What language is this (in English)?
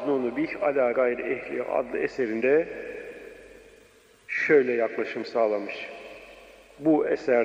Turkish